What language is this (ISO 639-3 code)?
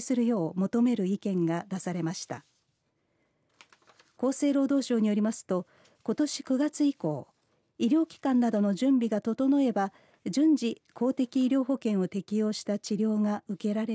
jpn